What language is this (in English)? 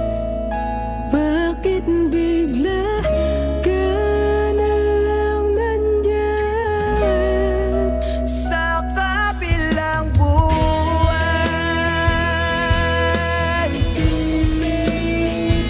Filipino